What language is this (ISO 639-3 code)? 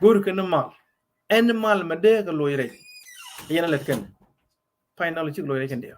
nus